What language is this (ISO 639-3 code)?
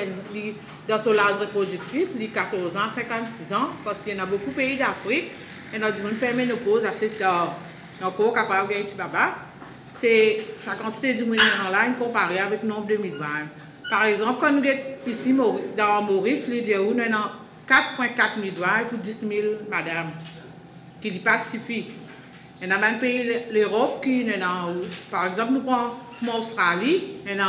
mfe